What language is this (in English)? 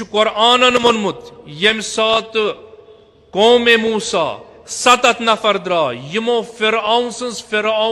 Kashmiri